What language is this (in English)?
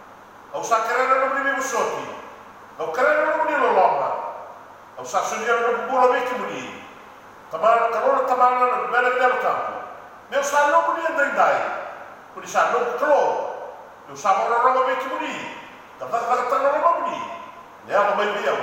Fijian